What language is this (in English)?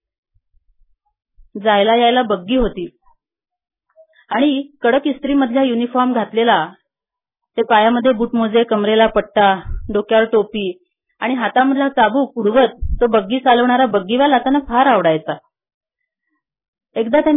Marathi